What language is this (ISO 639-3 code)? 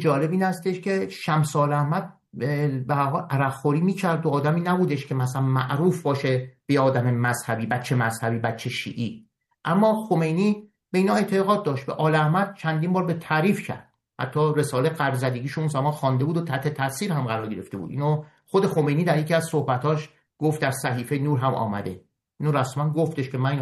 fas